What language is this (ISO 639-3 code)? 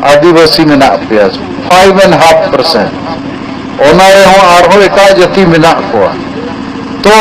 sat